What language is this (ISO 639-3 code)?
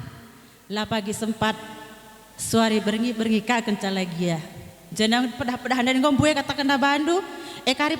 btx